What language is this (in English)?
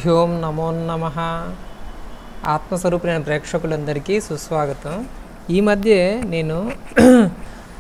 Telugu